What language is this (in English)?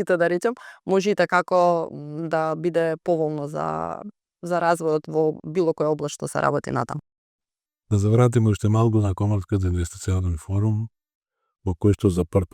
Macedonian